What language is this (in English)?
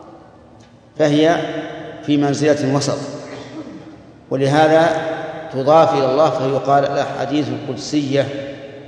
Arabic